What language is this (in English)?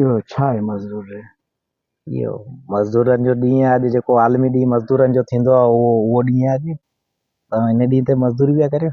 Sindhi